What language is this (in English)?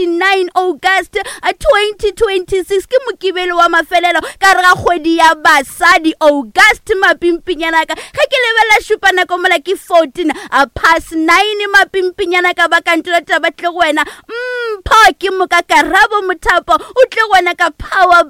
Northern Sotho